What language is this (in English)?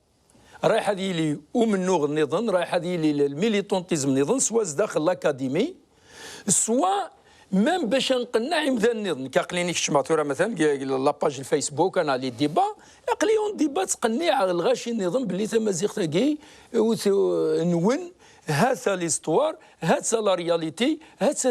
Kabyle